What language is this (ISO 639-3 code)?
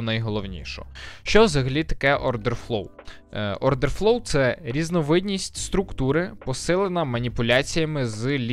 ukr